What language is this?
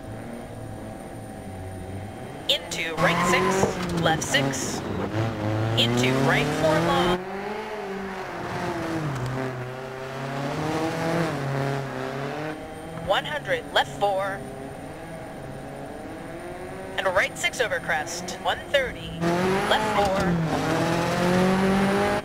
English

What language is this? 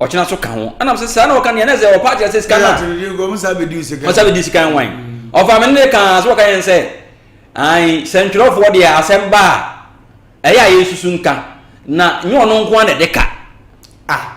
Akan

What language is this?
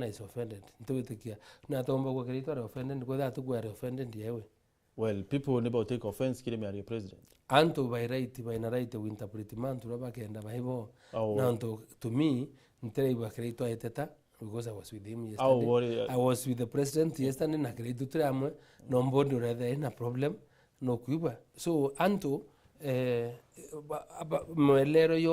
Meru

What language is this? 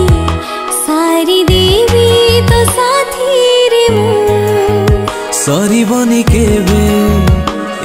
Odia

